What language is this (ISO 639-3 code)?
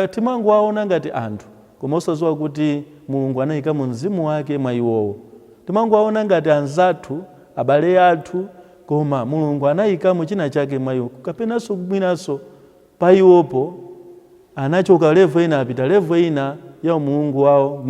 nya